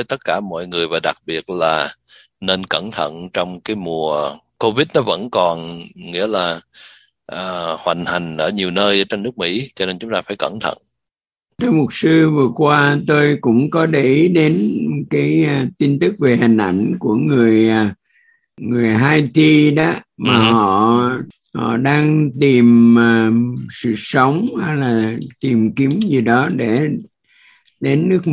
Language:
Vietnamese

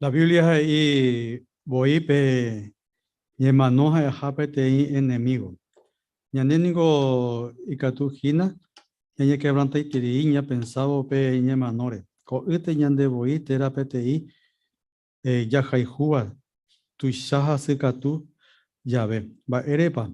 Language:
Guarani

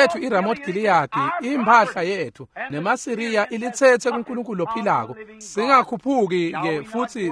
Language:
Swati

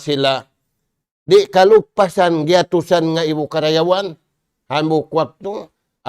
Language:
Tausug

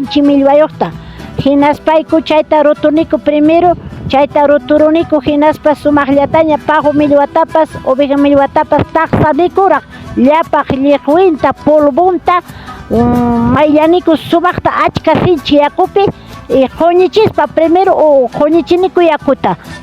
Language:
Ayacucho Quechua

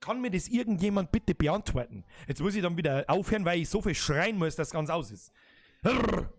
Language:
Bavarian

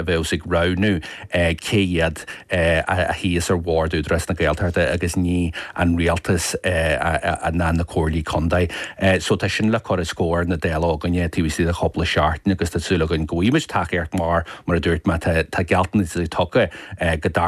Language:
Irish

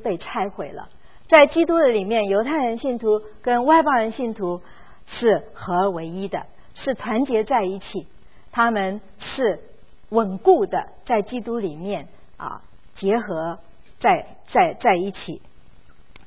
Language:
Chinese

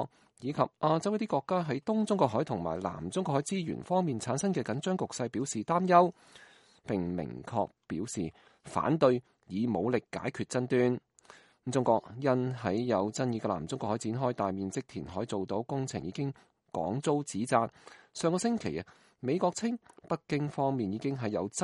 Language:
Cantonese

